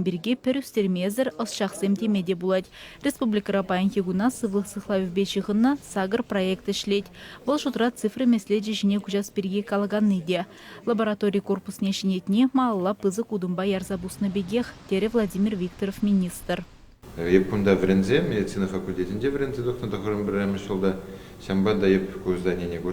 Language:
Chuvash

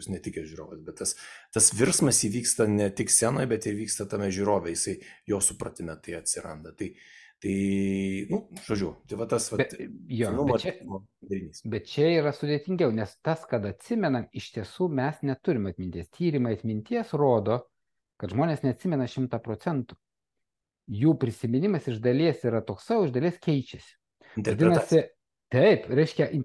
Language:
Lithuanian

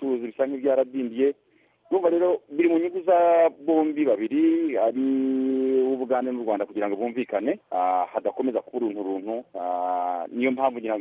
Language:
Kinyarwanda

